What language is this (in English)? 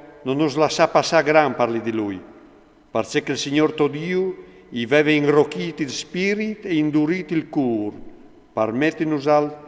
Friulian